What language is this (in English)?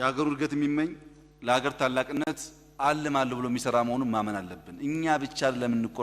Amharic